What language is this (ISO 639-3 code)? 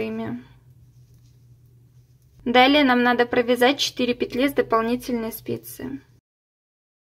rus